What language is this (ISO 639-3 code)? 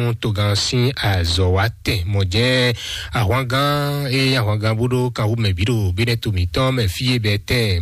fon